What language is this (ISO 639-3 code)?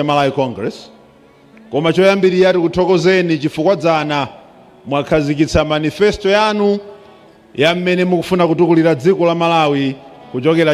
nya